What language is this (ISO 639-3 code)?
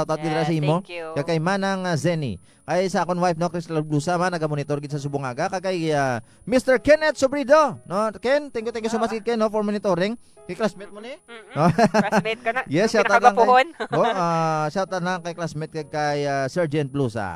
hil